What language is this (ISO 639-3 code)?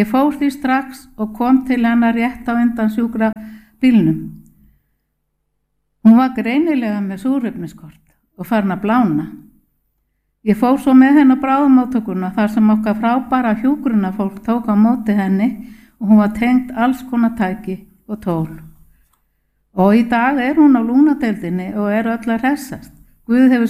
isl